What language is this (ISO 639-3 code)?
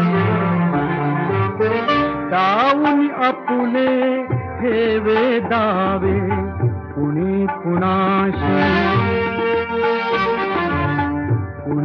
mar